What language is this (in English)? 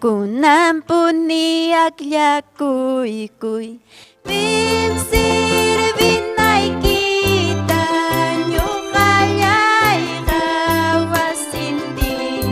Ayacucho Quechua